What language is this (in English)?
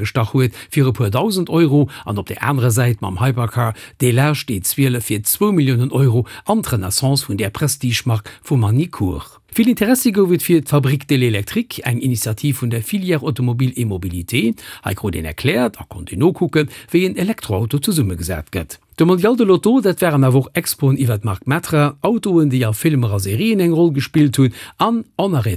Luxembourgish